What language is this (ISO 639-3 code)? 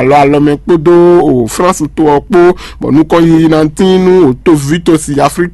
fon